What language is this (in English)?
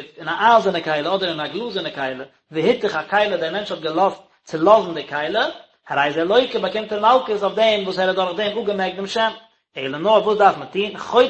Yiddish